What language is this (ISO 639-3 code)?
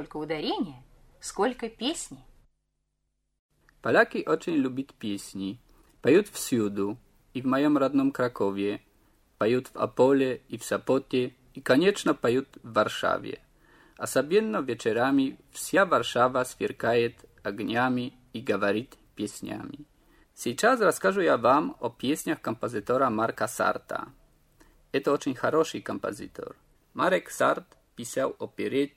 rus